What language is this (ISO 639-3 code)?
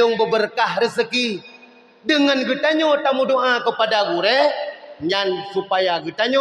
ace